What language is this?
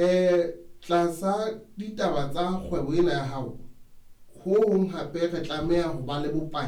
Southern Sotho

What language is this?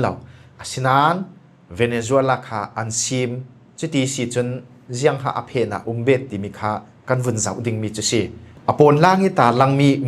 Falam Chin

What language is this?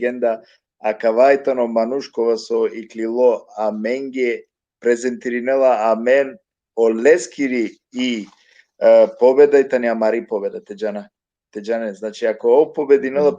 Balkan Romani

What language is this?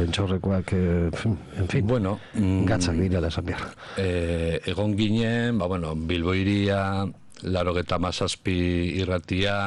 Basque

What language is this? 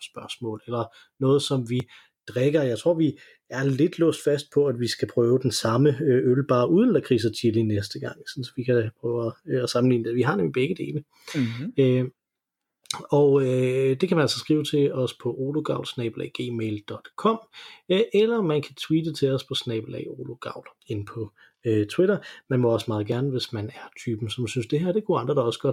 Danish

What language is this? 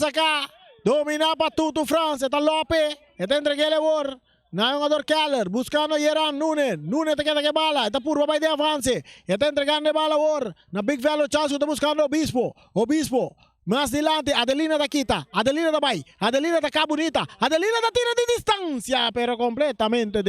Papiamento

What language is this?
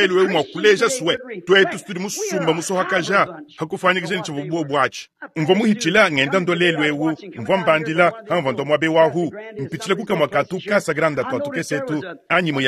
Luba-Lulua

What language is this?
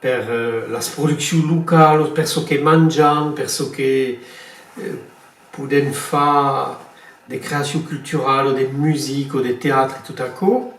Occitan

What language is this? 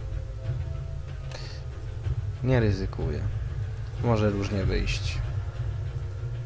Polish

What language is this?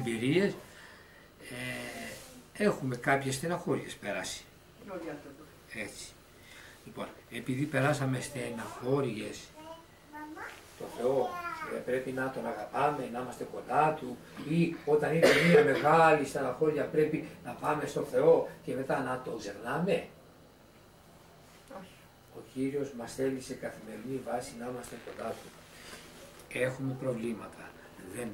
Greek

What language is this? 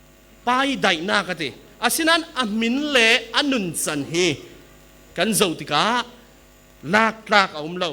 Falam Chin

